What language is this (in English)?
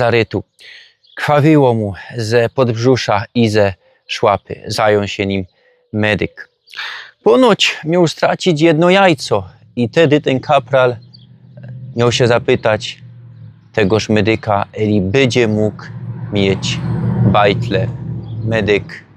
Silesian